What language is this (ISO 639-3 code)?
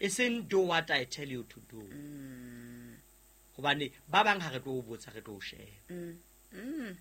sot